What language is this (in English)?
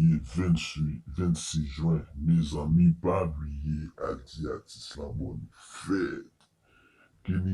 Haitian Creole